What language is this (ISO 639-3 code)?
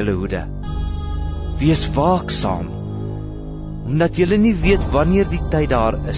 afr